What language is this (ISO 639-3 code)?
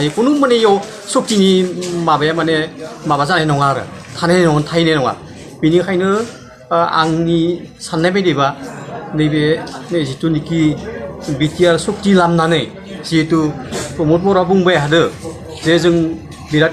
brx